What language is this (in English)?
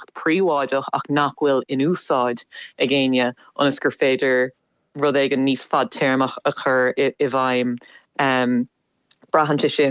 Irish